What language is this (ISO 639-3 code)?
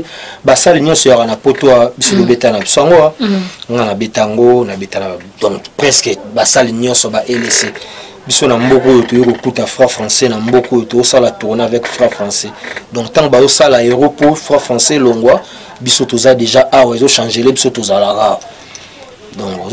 lin